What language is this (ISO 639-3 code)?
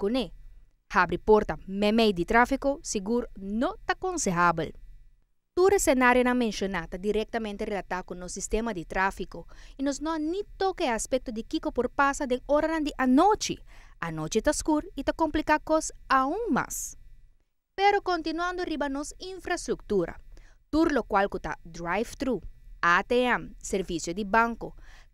pap